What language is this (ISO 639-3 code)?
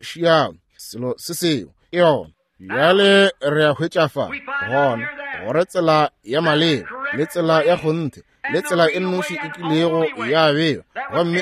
nso